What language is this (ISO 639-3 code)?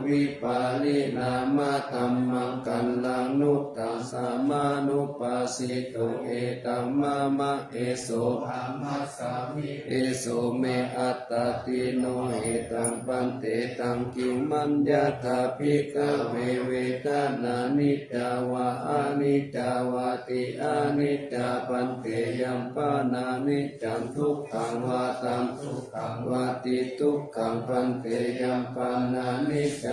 pli